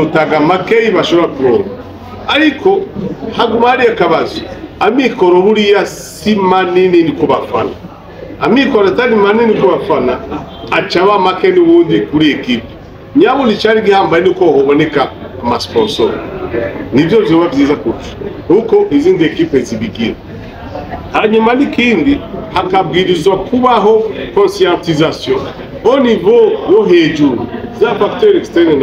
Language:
Rundi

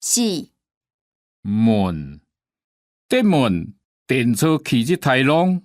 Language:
Hakka Chinese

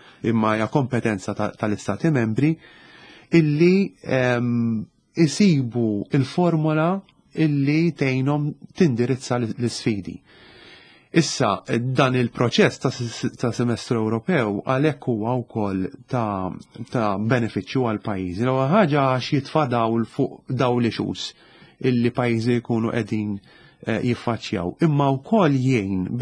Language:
Maltese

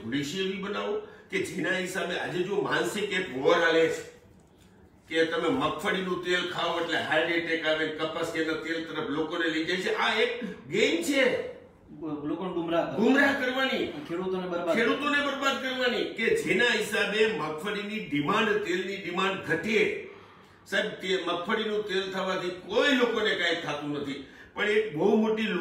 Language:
Gujarati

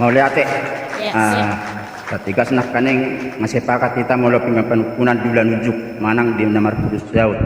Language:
Batak Toba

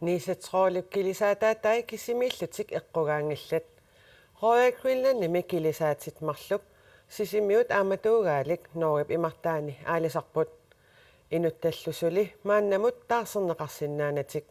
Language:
Kalaallisut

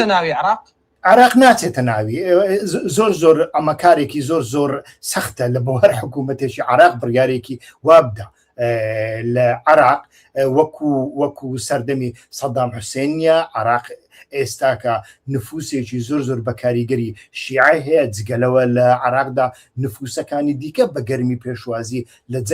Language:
Central Kurdish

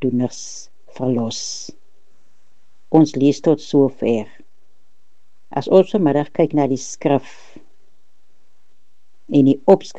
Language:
Afrikaans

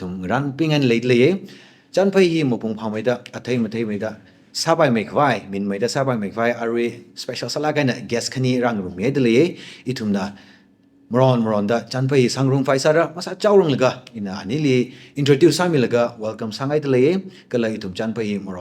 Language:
Tangkhul Naga (India)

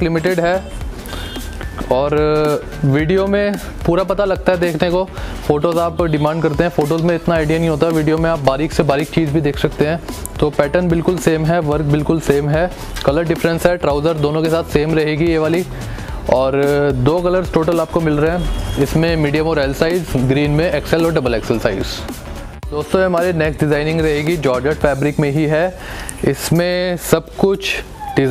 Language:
Hindi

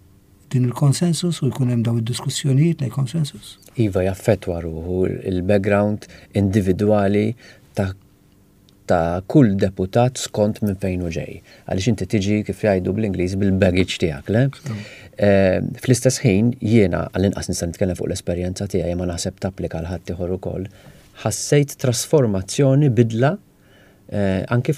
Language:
Maltese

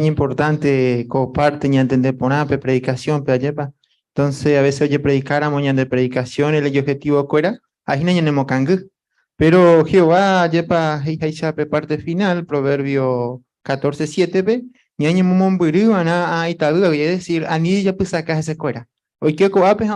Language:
Guarani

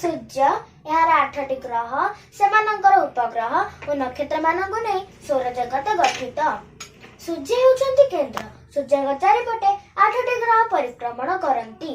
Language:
Odia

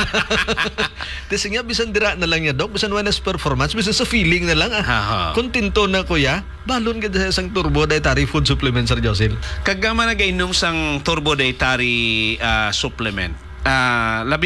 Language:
Hiligaynon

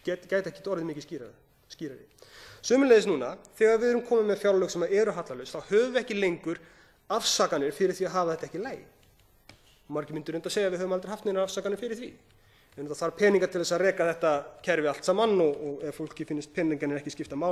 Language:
Icelandic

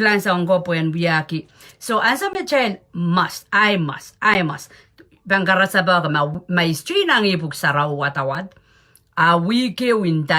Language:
Pohnpeian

